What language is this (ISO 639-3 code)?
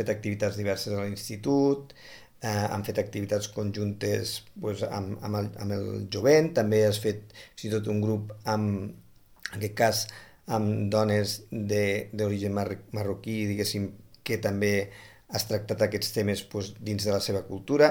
cat